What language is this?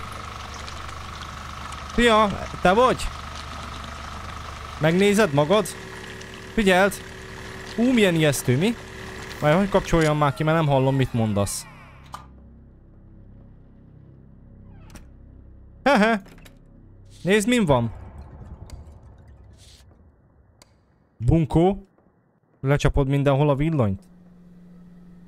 Hungarian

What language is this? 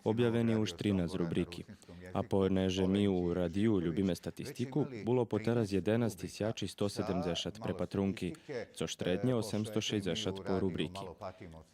Rusyn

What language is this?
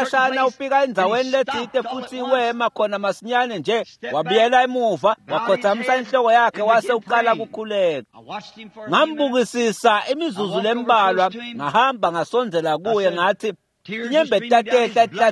Swati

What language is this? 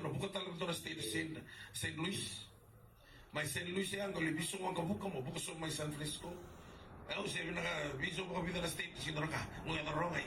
Fijian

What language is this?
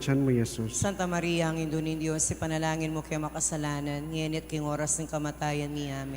Pampanga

